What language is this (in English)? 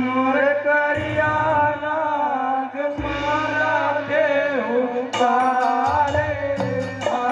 Chhattisgarhi